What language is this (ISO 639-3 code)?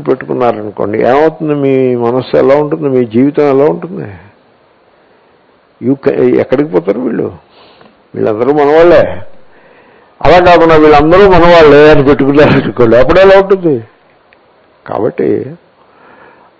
tel